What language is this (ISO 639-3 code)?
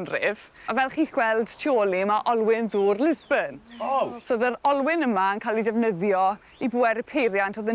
cym